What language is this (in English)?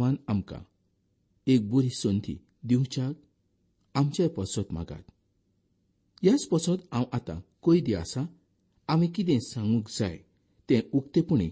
Konkani